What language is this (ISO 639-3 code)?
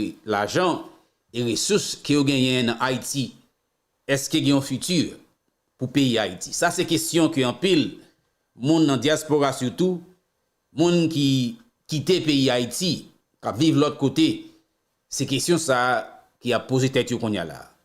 hat